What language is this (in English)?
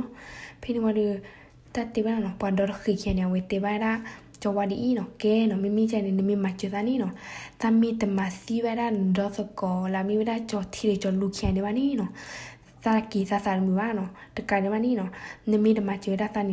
S'gaw Karen